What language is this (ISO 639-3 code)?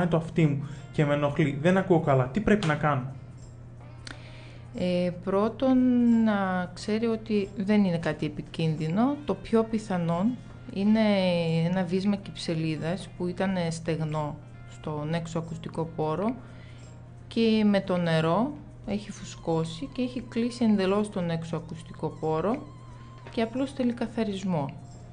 ell